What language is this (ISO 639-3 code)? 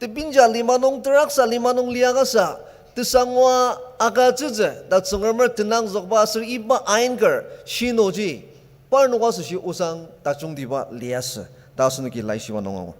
njo